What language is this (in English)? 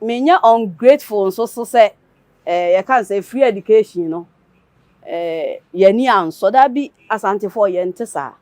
Akan